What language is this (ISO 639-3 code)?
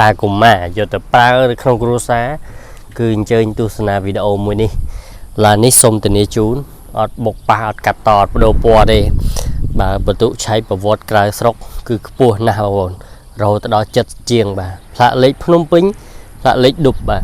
khm